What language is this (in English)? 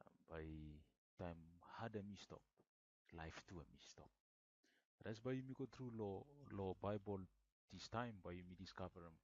Bislama